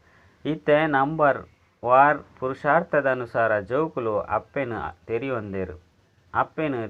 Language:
Tulu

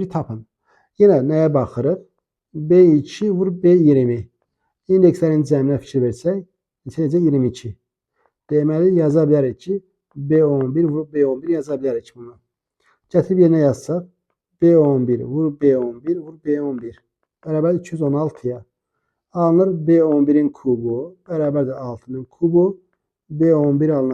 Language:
Azerbaijani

